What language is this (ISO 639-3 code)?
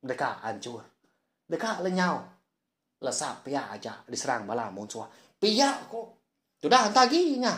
iba